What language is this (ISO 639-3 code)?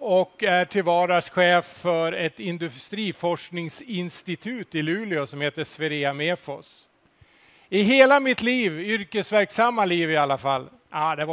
swe